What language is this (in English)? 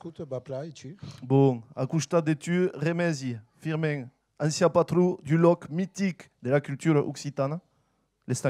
Occitan